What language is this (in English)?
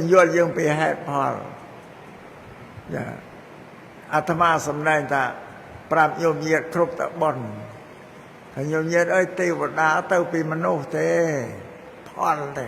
Khmer